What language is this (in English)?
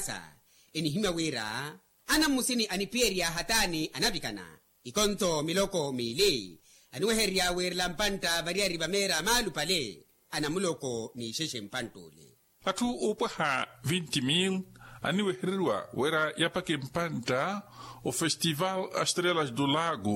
Makhuwa